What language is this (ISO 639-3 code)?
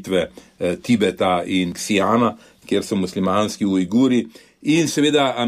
slv